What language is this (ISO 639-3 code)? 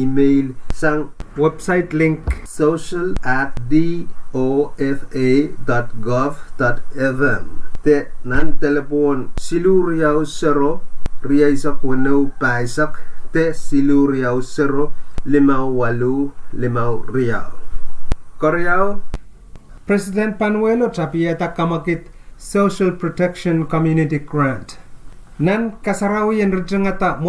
pon